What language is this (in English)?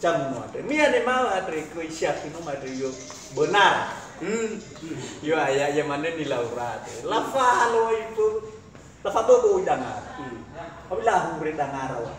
Nias